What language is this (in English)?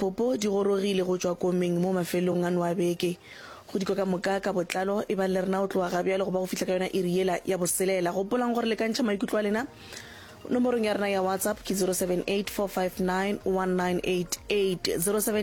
Northern Sotho